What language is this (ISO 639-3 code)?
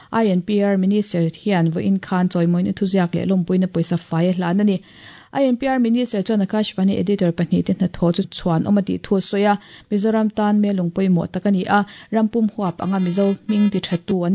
lus